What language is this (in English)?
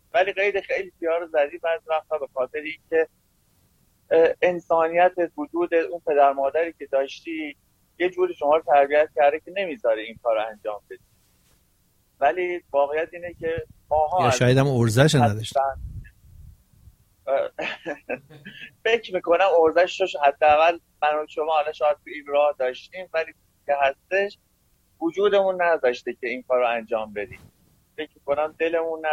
Persian